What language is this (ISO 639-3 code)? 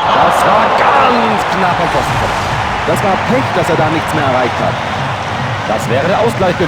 bar